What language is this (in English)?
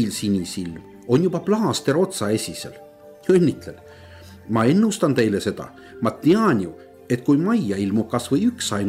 Estonian